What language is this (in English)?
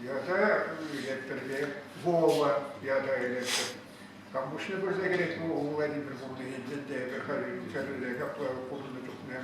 Chuvash